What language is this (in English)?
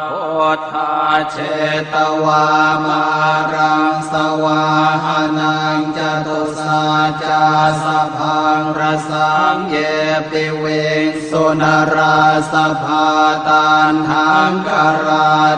Pali